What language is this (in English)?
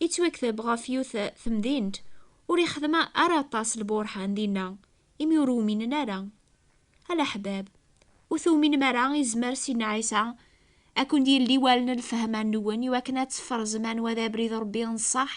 Kabyle